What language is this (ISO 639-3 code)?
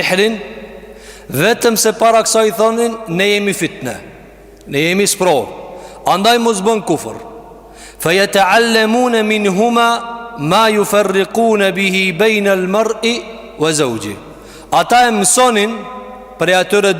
sqi